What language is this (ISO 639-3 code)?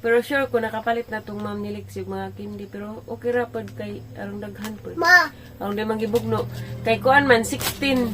ceb